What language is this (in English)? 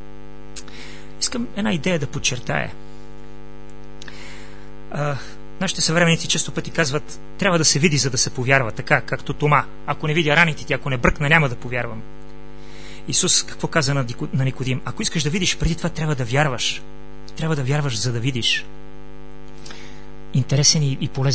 Bulgarian